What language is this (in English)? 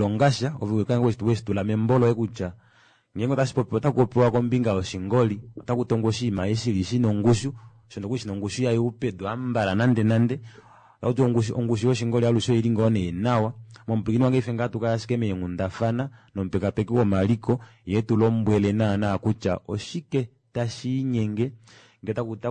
Kuanyama